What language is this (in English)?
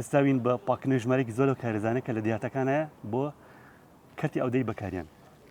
Central Kurdish